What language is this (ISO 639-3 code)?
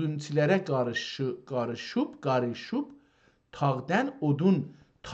azb